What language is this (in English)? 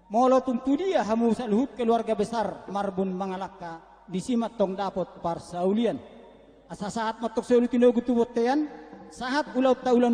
Batak Toba